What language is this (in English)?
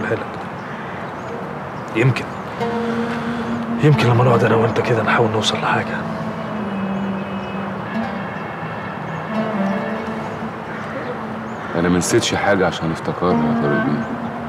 Egyptian Arabic